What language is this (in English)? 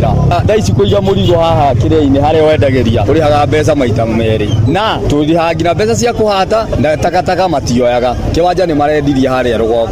Kikuyu